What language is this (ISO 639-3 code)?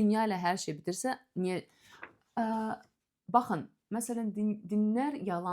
aze